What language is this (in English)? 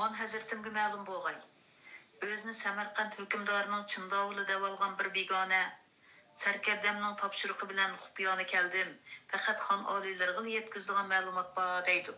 Uyghur